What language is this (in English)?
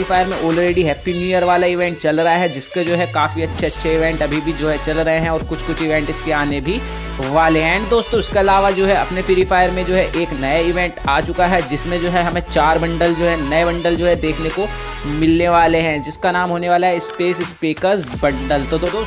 Hindi